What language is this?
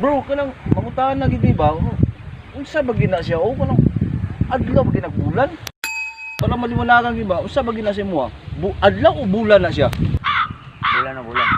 Cebuano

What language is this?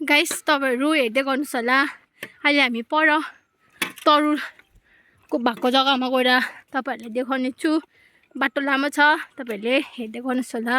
Nepali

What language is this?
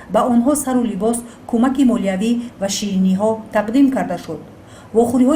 Tajik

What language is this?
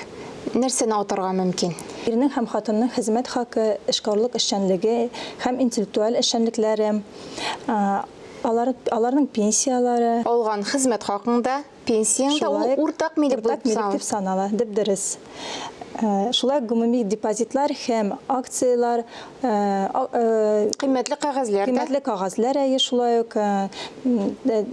Tatar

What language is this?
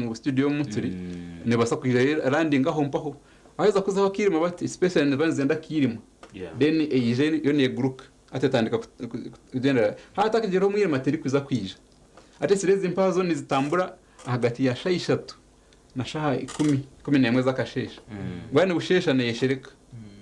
Nyankole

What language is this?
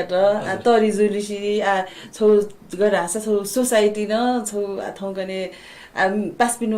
Newari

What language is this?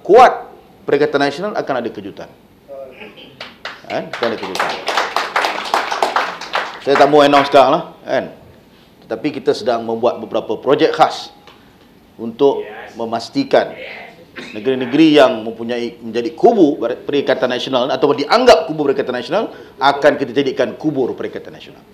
Malay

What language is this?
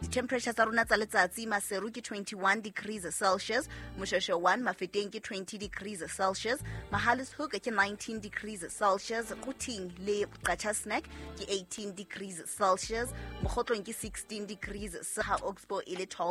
Southern Sotho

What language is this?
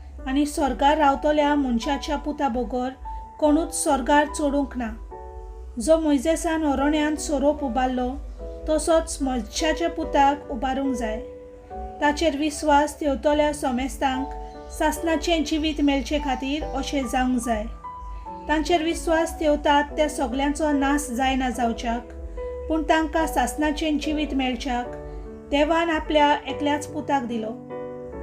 Konkani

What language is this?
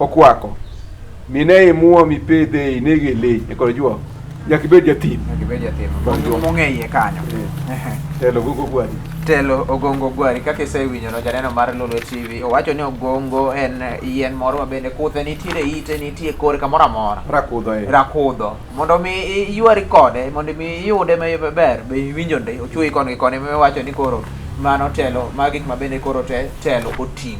Luo (Kenya and Tanzania)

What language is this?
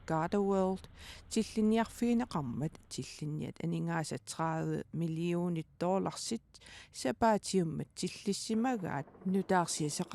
Kalaallisut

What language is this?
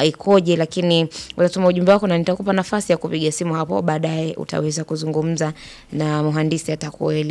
Swahili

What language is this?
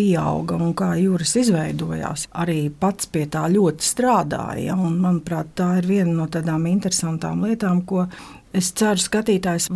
Latvian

